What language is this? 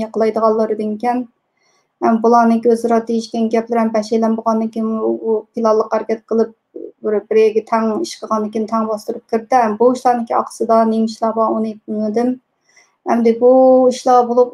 Uyghur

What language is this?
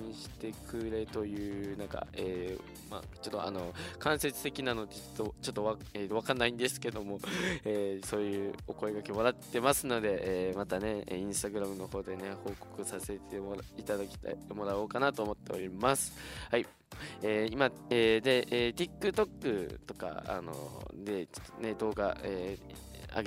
Japanese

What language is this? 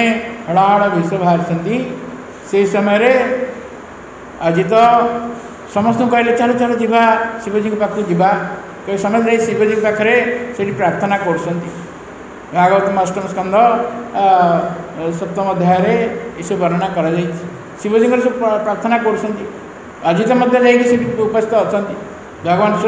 Odia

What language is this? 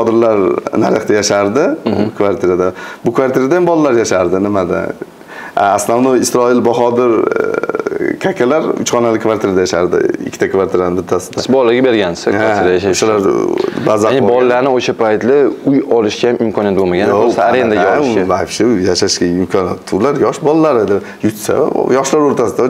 Uzbek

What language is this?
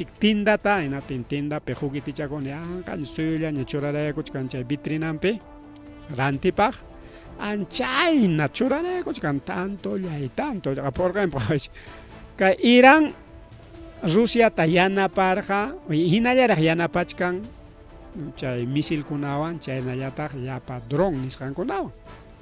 Ayacucho Quechua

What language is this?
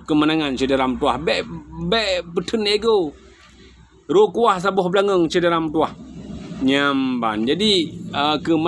Achinese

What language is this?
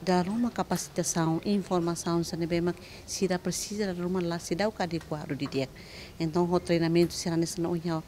Tetum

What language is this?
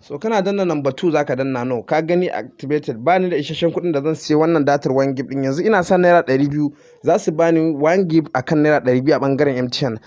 Hausa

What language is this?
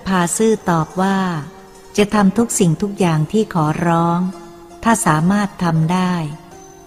Thai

